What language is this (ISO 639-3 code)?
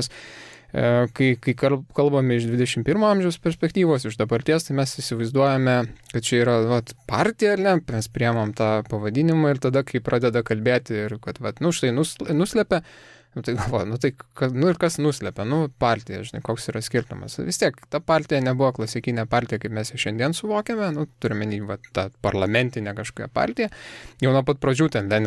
lit